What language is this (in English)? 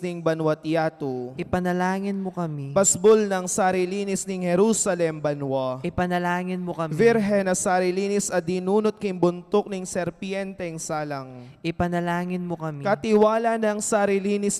Pampanga